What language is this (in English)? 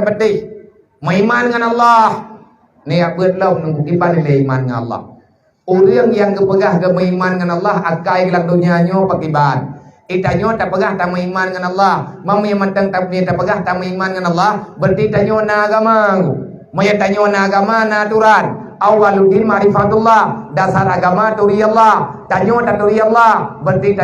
Achinese